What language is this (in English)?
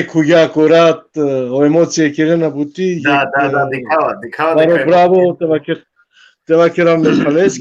Balkan Romani